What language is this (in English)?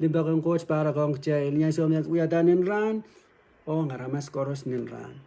Pohnpeian